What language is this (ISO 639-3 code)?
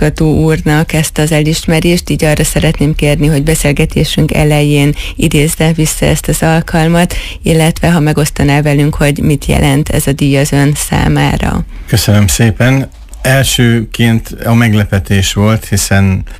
hun